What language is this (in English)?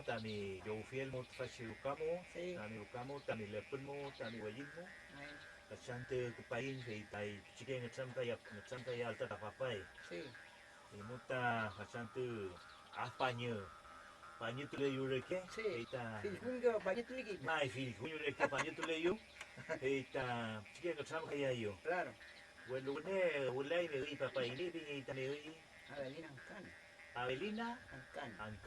Mapuche